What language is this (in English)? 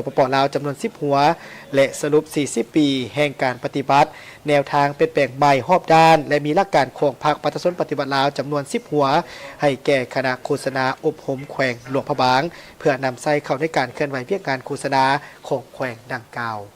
Lao